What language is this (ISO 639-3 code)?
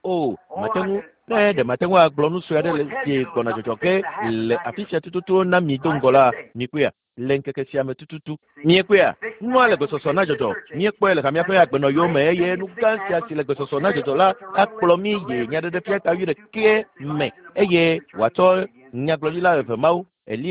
ewe